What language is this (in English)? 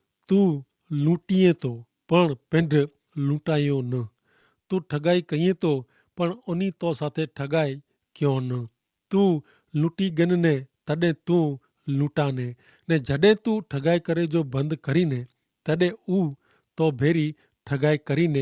Kachhi